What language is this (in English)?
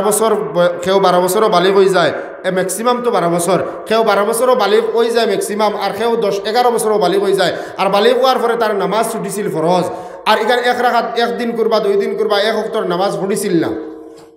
Sylheti